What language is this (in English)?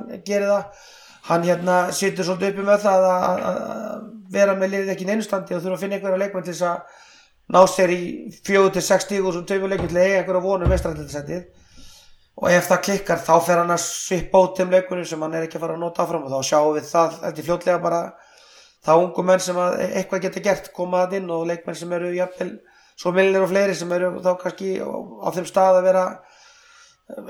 Icelandic